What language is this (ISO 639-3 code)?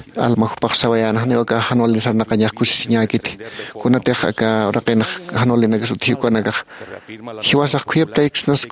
aym